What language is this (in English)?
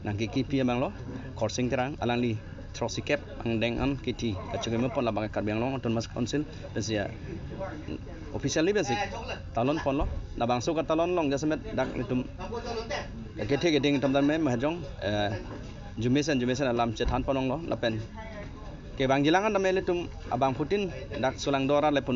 Karbi